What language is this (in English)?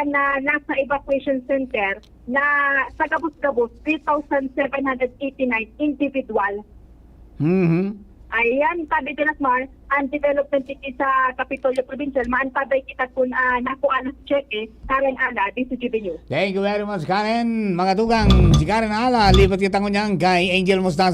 Bikol